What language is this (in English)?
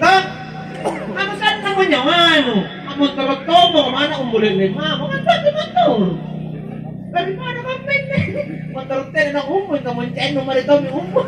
Makasar